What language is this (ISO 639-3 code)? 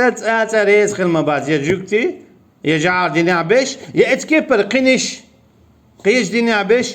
che